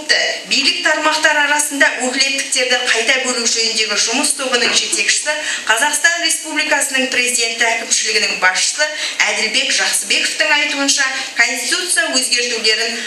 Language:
Kazakh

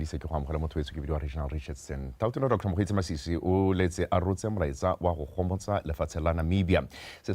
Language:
Tswana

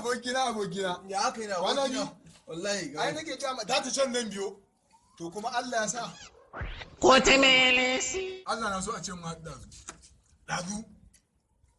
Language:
Hausa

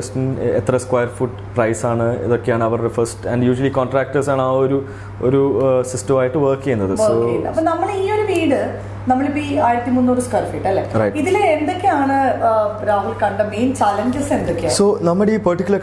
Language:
Malayalam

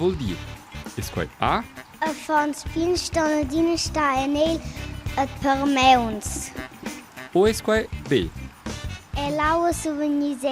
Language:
Romansh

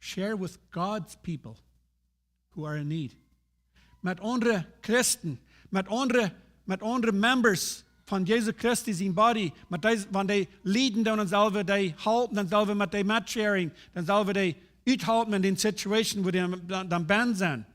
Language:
Plautdietsch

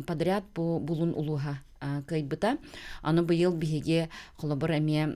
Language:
Yakut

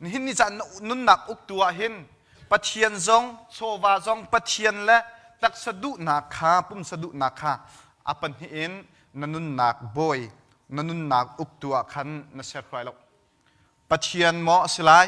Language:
Hakha Chin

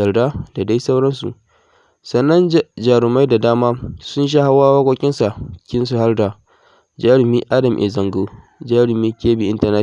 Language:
Hausa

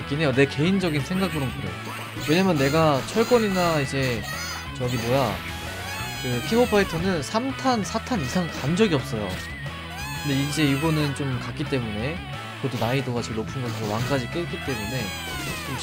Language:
Korean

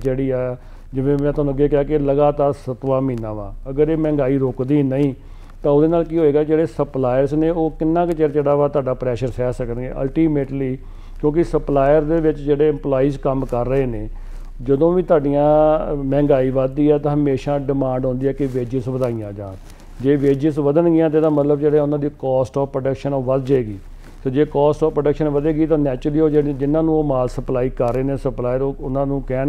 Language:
Punjabi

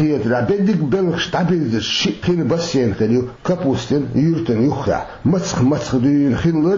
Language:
Chechen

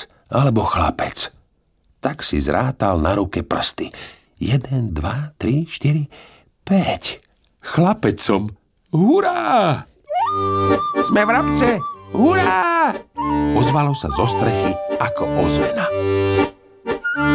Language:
Slovak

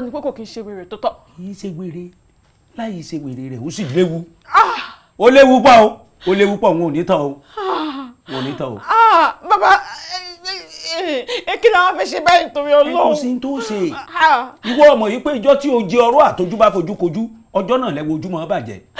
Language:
Yoruba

